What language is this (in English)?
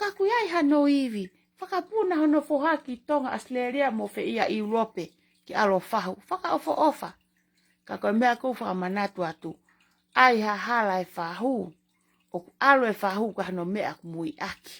Tongan